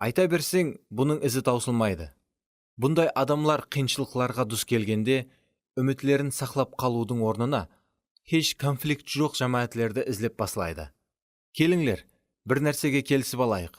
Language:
Kara-Kalpak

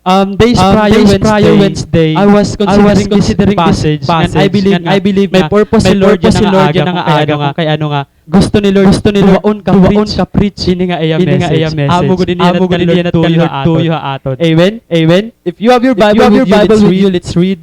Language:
Waray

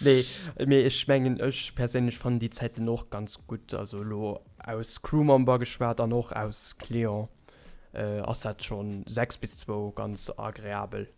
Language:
Luxembourgish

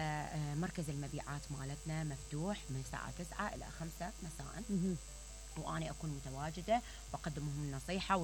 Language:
Mesopotamian Arabic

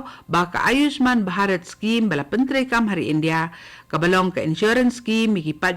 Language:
Khasi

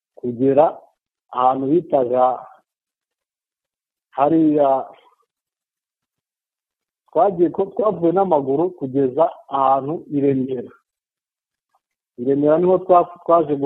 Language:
Kinyarwanda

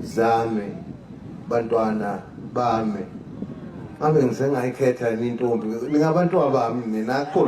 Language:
Zulu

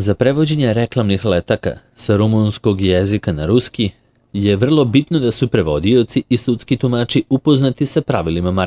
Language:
Serbian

